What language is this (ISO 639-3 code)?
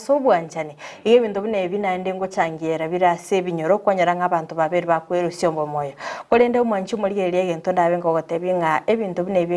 guz